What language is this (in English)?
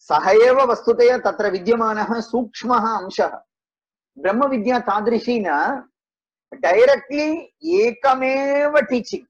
Sanskrit